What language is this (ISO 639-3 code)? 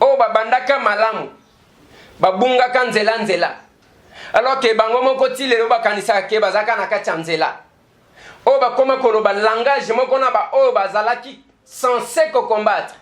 lin